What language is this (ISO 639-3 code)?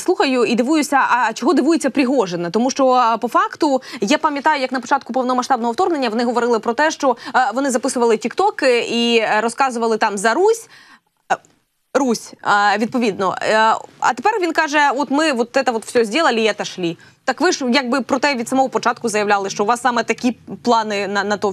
ukr